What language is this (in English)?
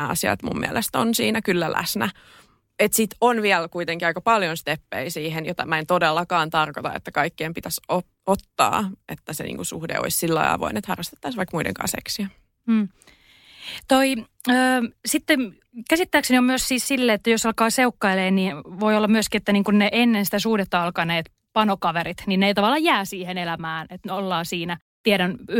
Finnish